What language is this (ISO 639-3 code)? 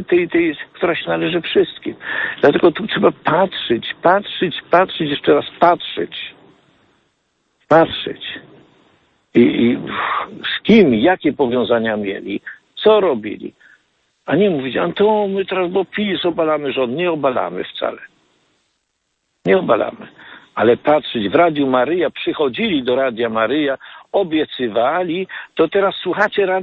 pol